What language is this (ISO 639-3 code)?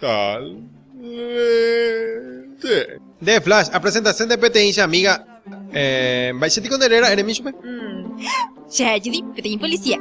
grn